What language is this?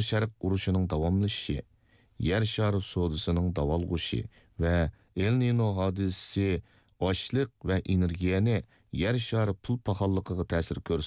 Uyghur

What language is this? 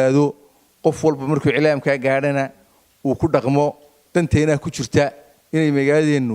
Somali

